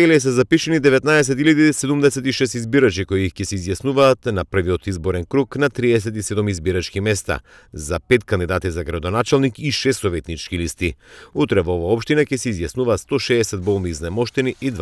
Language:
Macedonian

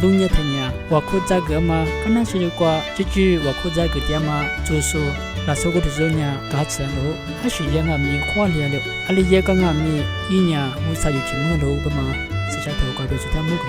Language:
Lisu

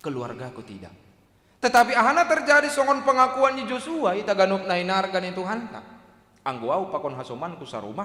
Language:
Batak Simalungun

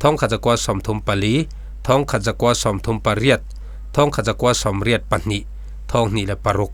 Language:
Falam Chin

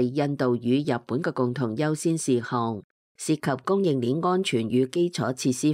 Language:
Cantonese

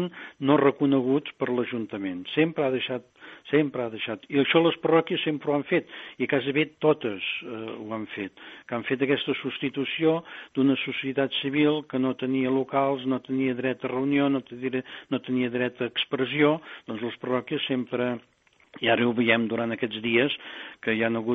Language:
Catalan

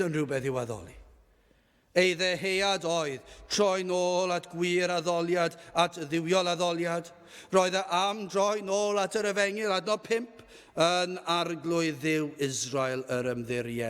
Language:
Welsh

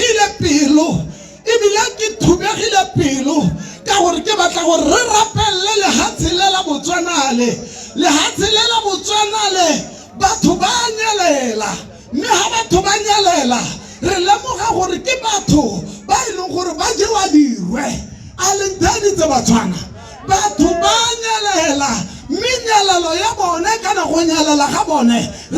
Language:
Tswana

